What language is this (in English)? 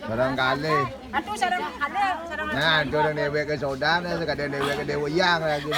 Balinese